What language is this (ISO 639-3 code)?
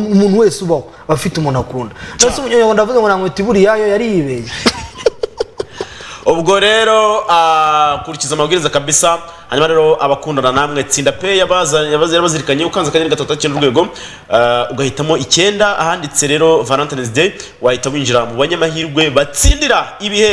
kin